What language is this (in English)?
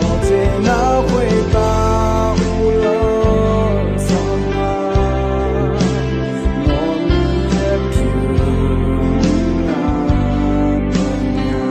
Akha